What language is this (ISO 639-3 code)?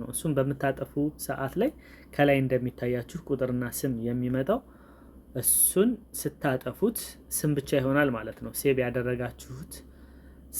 amh